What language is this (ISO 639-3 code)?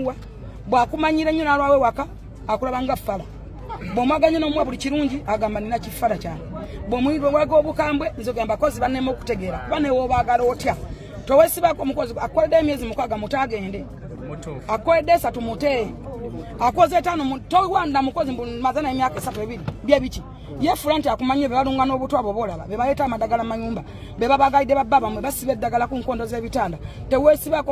lug